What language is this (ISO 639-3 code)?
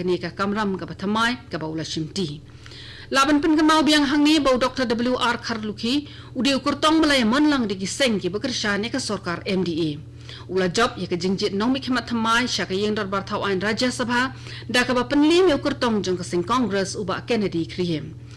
kha